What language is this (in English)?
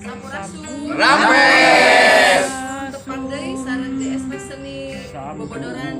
Sundanese